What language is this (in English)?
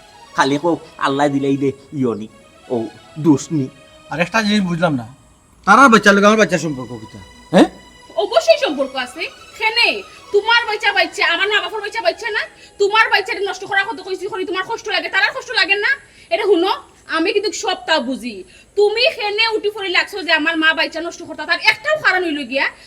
Sylheti